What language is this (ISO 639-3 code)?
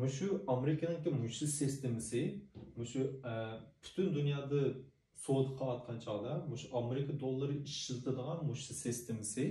uig